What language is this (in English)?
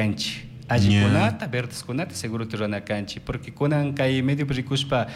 Chimborazo Highland Quichua